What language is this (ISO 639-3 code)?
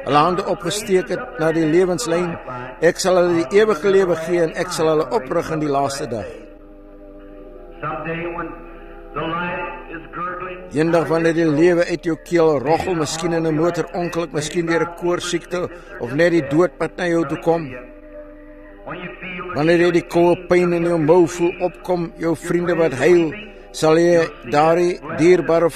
afr